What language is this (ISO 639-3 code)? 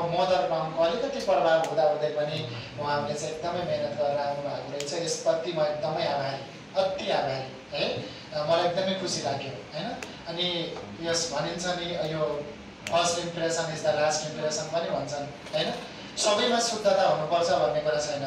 nep